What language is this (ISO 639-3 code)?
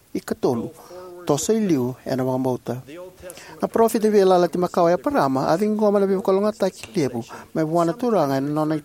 fij